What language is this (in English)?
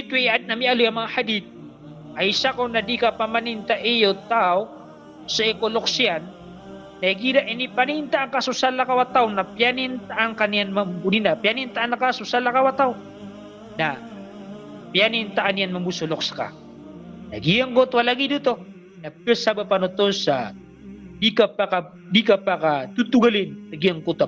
Maranao